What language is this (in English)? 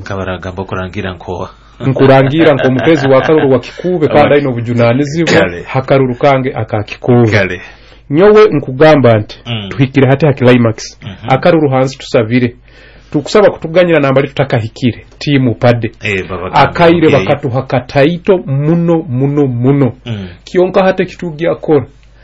Nyoro